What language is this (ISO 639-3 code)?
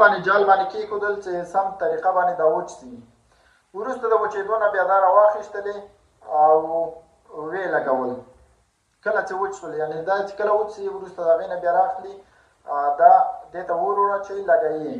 pus